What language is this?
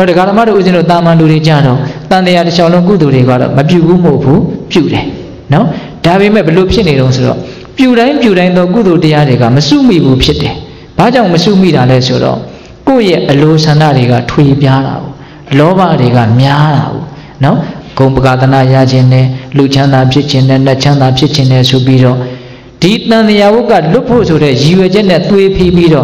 Burmese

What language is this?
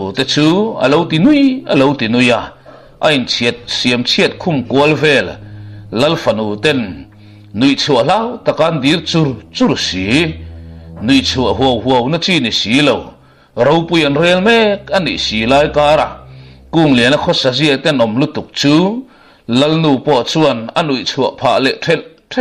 Mizo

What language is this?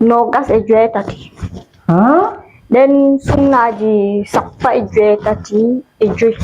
Fula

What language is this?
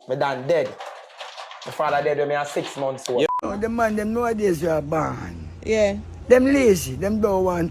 Jamaican Creole English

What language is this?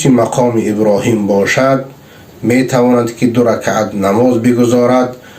Persian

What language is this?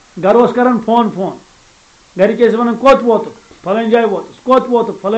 Kashmiri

